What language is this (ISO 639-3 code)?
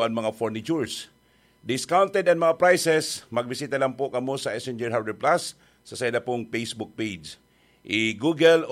bik